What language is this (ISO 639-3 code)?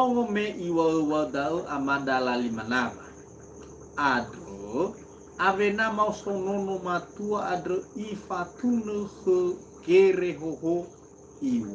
nia